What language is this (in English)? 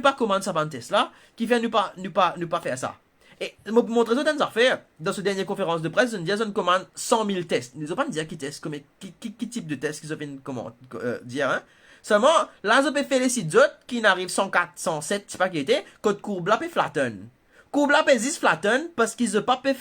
Morisyen